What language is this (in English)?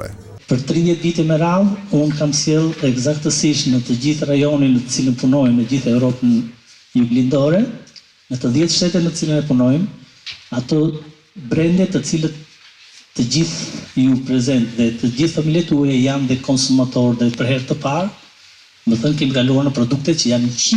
Albanian